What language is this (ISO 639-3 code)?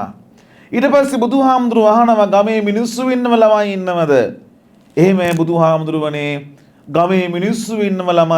sin